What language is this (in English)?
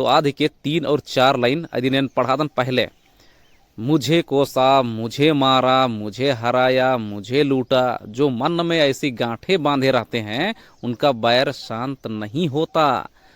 Kurukh